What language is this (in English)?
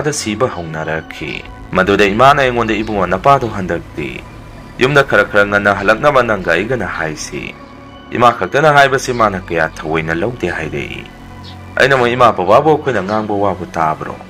Manipuri